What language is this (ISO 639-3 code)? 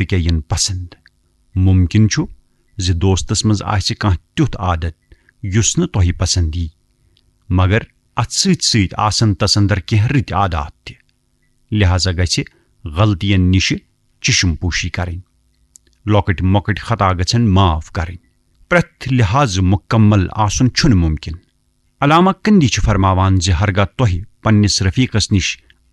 kas